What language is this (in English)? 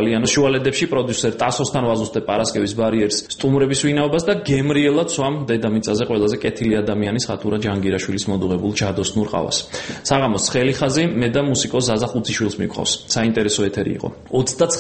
Georgian